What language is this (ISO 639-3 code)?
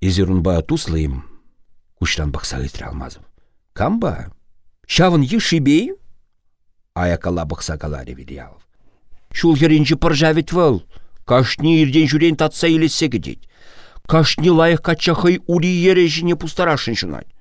chv